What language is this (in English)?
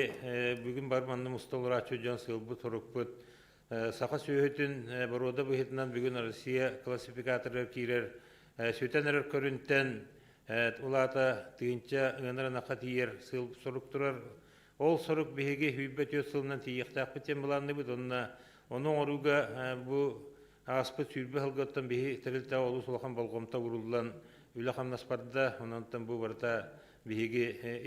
Yakut